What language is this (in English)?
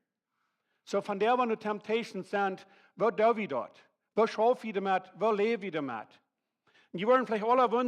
Plautdietsch